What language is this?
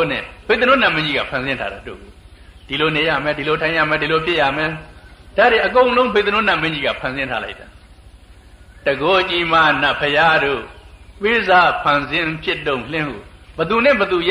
Burmese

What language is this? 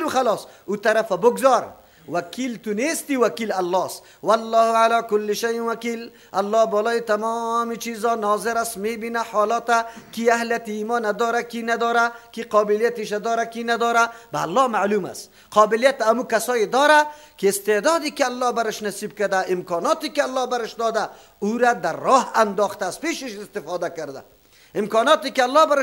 Persian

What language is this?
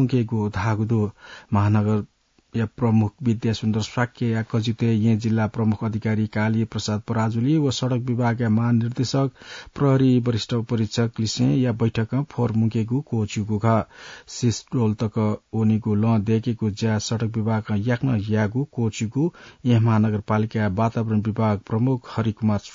Newari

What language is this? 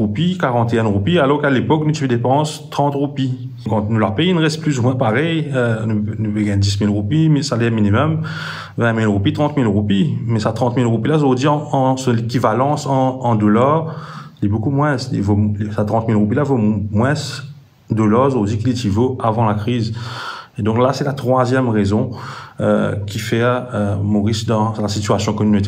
Morisyen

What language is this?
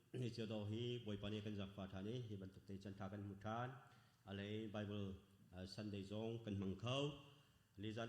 Hakha Chin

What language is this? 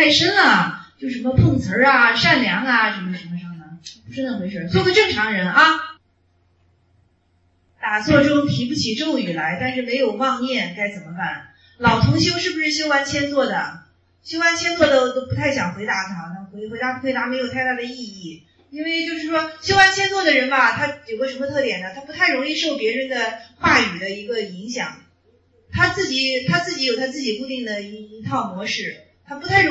Chinese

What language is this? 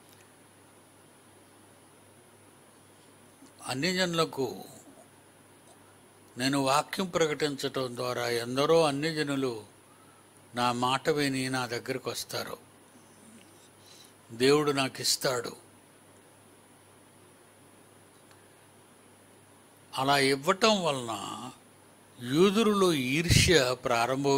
Telugu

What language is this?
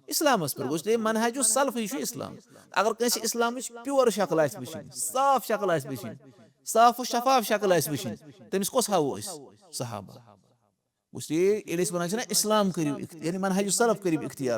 Kashmiri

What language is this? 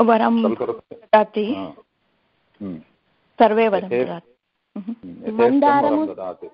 Sanskrit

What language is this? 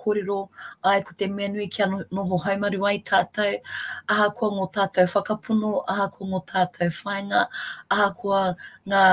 Māori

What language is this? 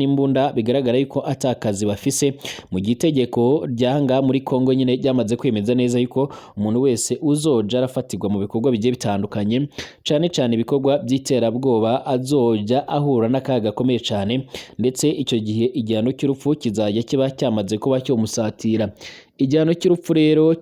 Rundi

